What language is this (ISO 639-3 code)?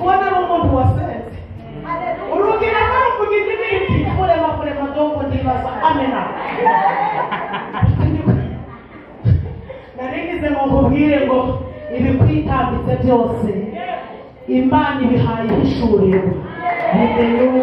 kin